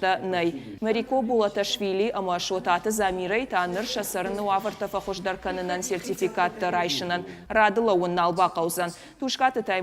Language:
Ossetic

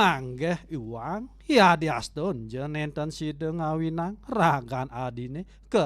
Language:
Balinese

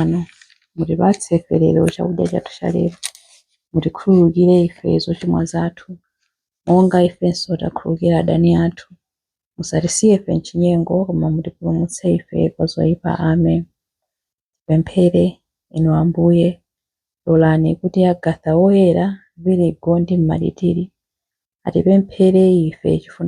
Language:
Nyanja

